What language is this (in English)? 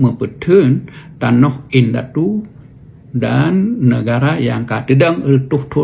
Achinese